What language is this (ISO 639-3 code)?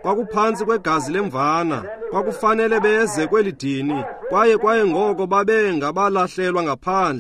xho